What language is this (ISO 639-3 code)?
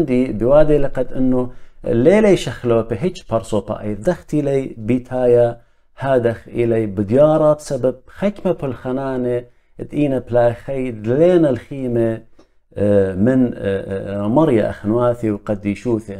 aii